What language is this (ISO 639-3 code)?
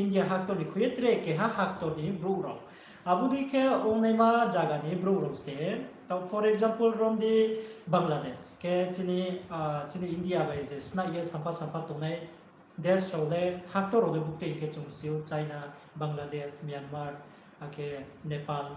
ria